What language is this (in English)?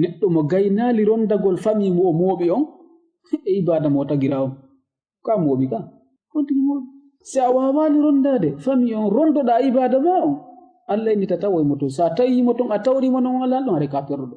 Fula